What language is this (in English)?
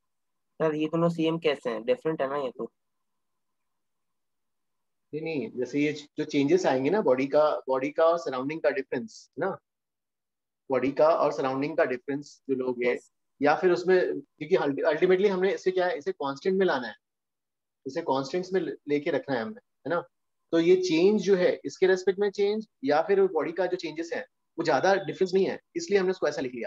Hindi